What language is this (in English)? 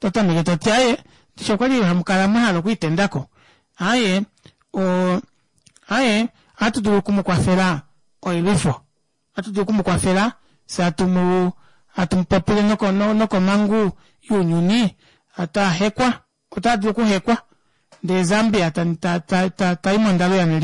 Kuanyama